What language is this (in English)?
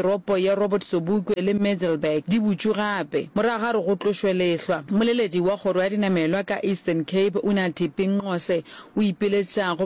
Northern Sotho